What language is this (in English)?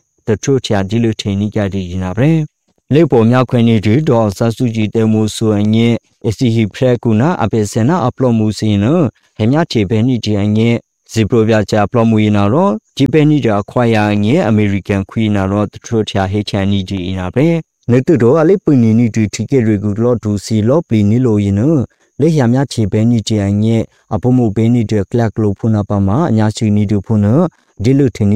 Burmese